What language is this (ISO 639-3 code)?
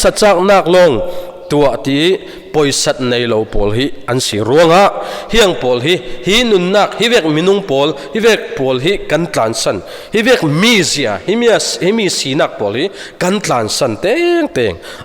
cfm